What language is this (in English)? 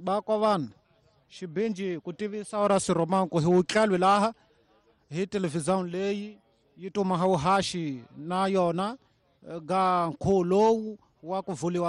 Tsonga